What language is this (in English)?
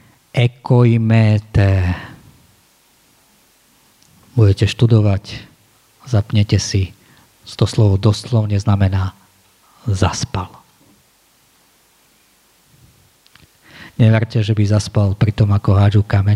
Slovak